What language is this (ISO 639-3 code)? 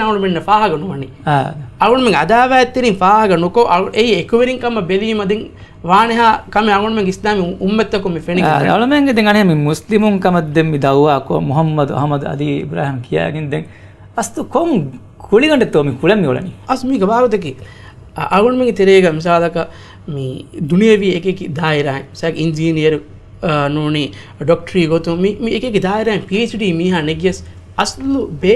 div